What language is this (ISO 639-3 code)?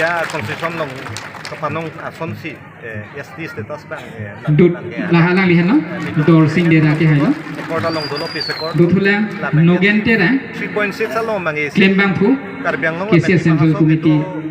mjw